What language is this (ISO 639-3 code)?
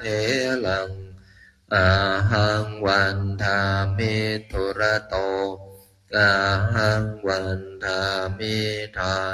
pli